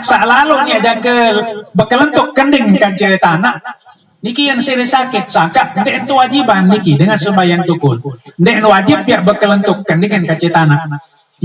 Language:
Sasak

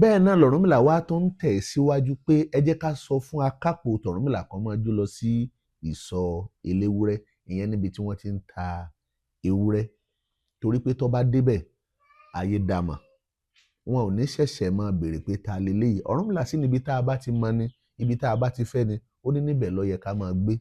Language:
Yoruba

